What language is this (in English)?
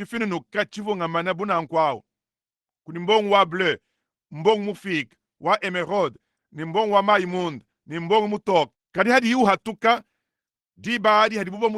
Luba-Lulua